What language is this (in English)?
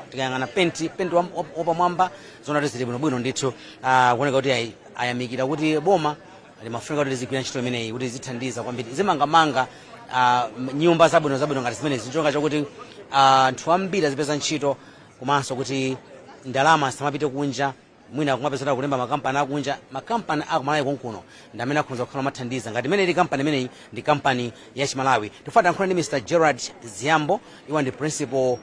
Nyanja